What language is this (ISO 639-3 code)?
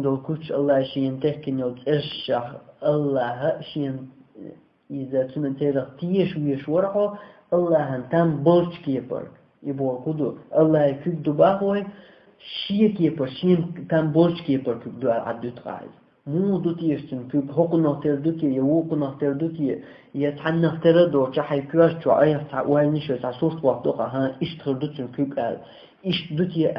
che